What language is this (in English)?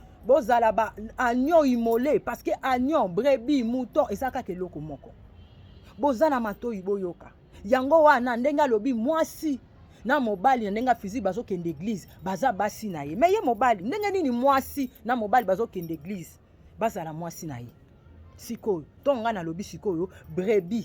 Lingala